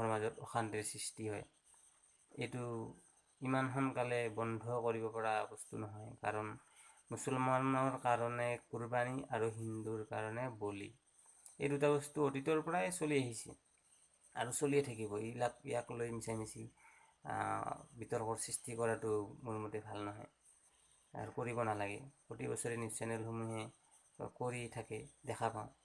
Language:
Assamese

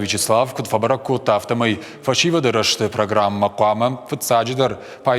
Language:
Ossetic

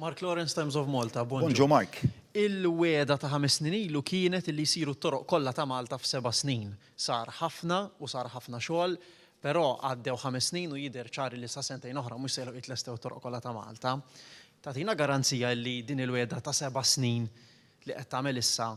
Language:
Maltese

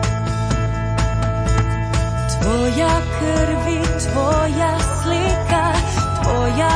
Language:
Croatian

